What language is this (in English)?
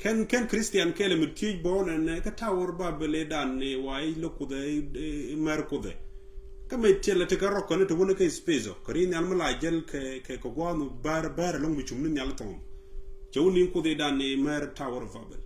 Nuer